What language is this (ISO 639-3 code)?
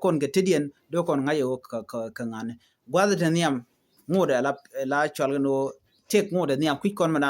nus